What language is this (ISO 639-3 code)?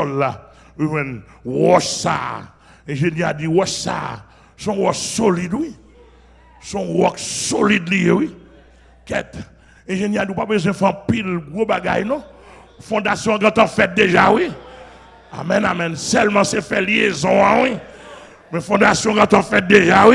hat